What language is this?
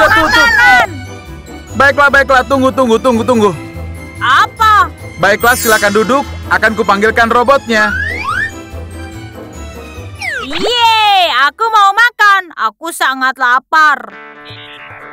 Indonesian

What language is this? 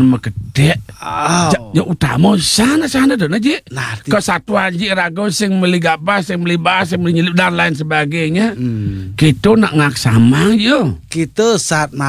Balinese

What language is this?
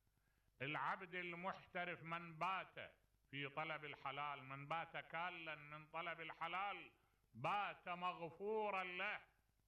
Mesopotamian Arabic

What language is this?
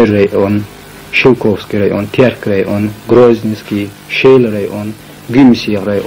Chechen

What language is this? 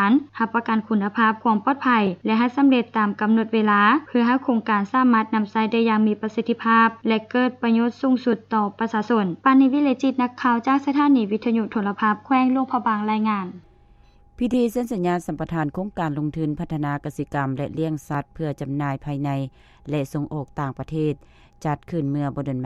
Lao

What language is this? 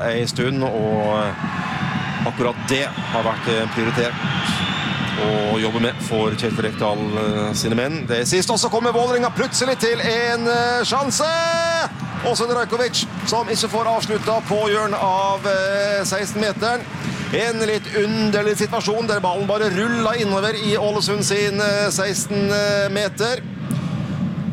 Norwegian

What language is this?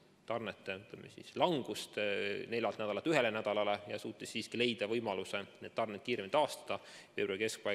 Estonian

